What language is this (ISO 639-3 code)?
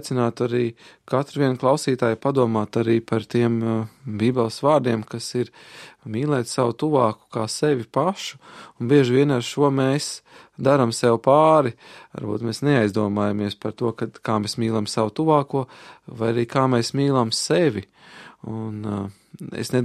lav